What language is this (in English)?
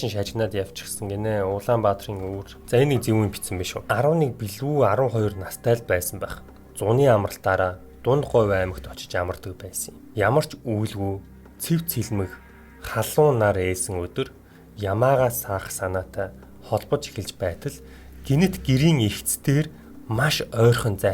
Mongolian